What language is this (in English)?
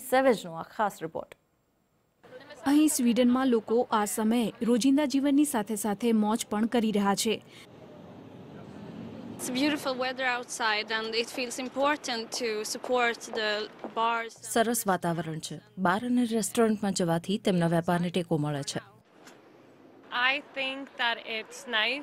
Gujarati